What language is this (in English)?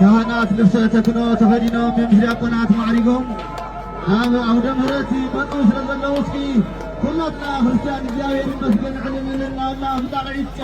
Tigrinya